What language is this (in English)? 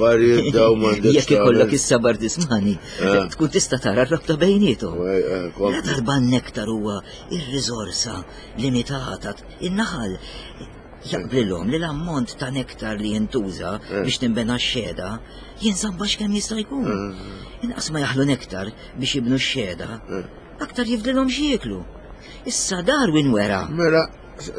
Maltese